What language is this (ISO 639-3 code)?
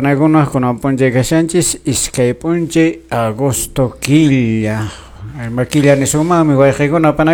que